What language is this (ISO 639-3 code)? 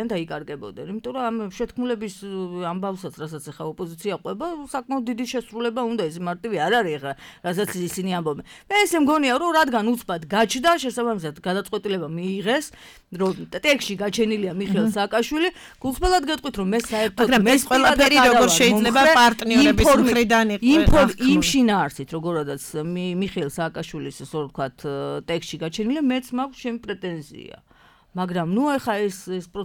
kat